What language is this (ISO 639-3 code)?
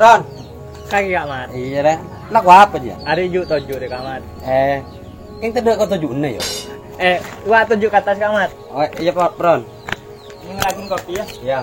mad